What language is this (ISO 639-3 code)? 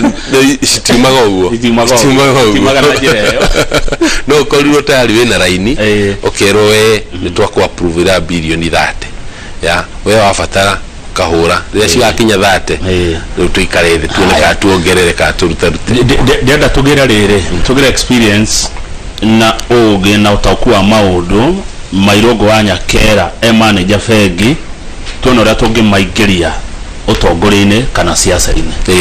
kik